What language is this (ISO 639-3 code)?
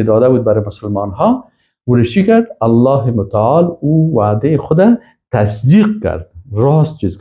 fas